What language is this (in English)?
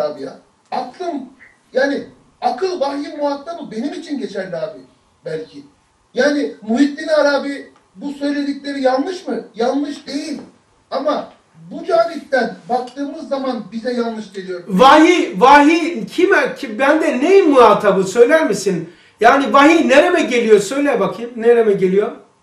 Turkish